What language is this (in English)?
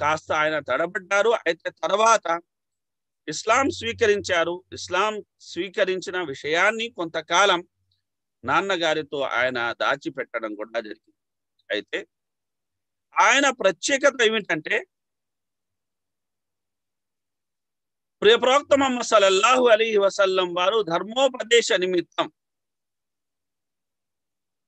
Telugu